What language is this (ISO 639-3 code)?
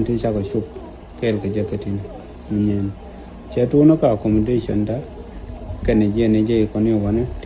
nus